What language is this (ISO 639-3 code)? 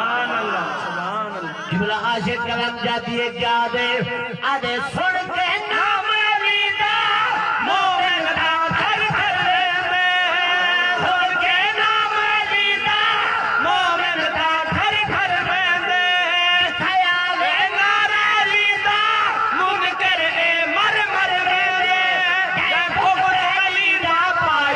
skr